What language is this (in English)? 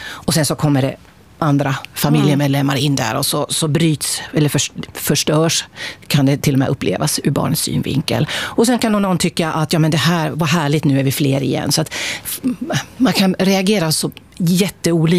Swedish